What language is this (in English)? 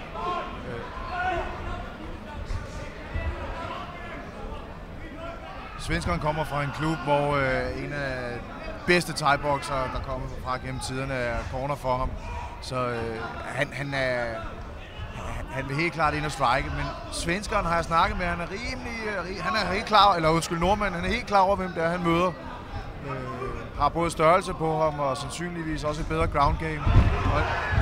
Danish